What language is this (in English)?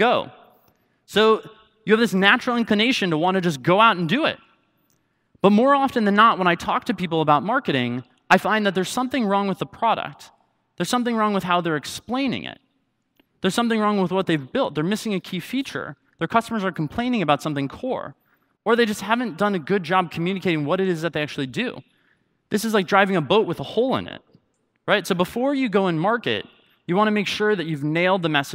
English